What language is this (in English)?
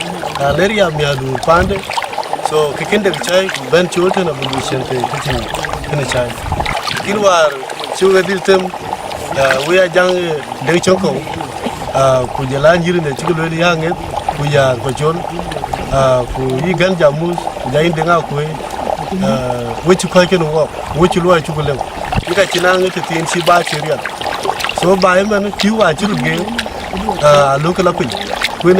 Dinka